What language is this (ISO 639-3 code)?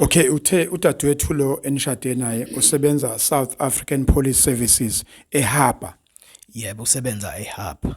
zul